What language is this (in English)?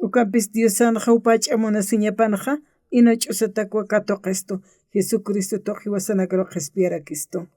Aymara